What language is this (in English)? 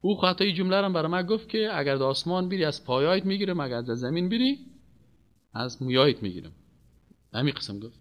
Persian